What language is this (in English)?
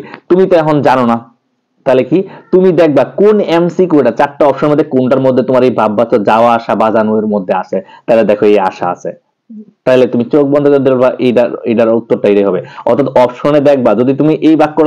Bangla